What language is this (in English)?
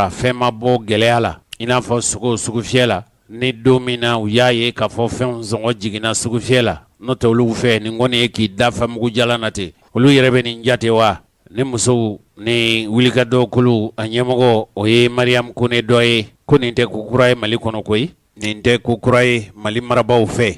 Bambara